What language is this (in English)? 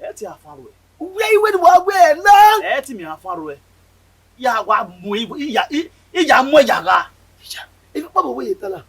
Bini